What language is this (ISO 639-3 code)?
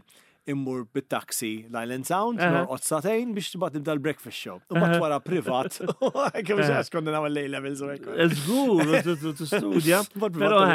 mlt